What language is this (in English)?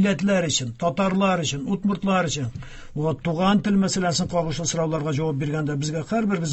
Tatar